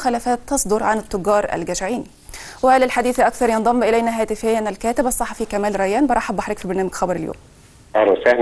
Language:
Egyptian Arabic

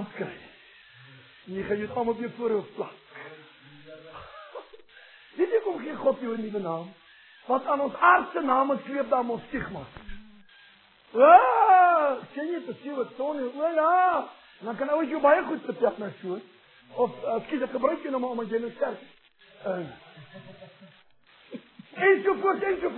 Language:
Afrikaans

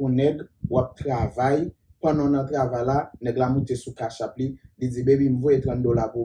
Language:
Haitian Creole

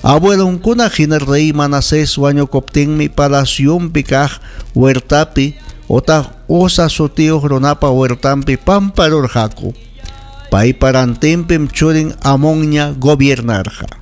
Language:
Ayacucho Quechua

